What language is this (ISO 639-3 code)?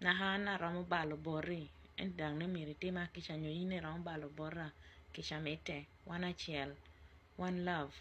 ach